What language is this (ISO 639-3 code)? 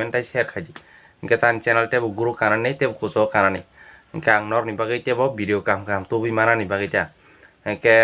trp